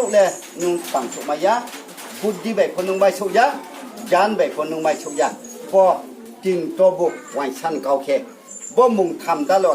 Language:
Riang (India)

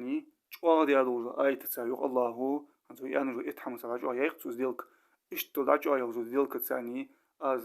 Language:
Ingush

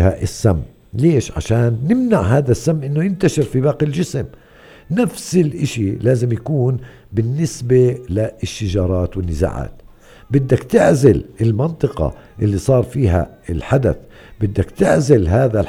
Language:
North Levantine Arabic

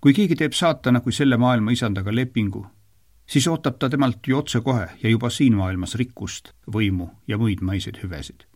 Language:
Estonian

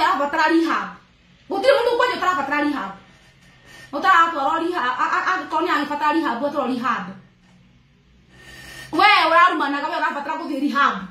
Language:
Kikuyu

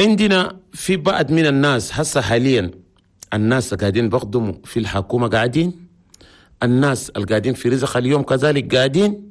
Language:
Chadian Arabic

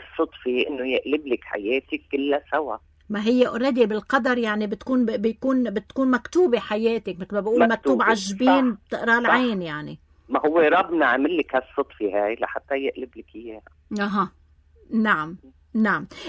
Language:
North Levantine Arabic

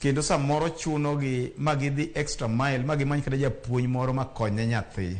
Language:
Luo (Kenya and Tanzania)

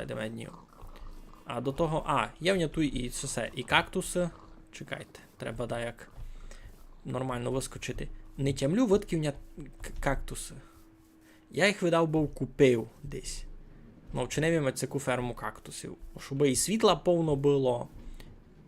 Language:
Rusyn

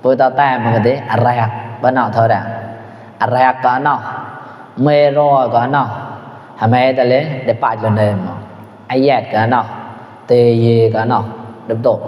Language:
Mon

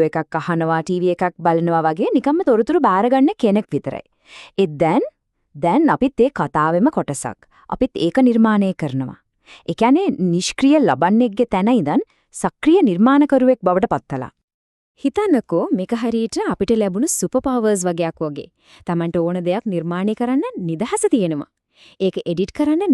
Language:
Sinhala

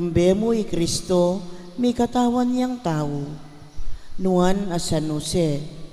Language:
Pampanga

